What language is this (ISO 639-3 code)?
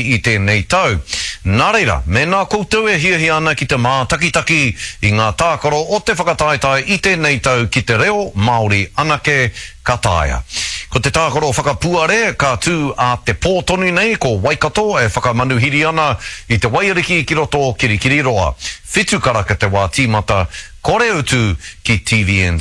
mri